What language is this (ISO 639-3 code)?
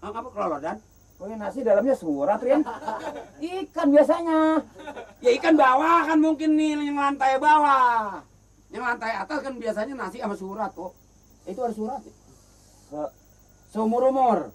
bew